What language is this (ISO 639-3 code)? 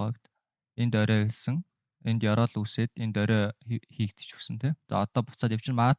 mon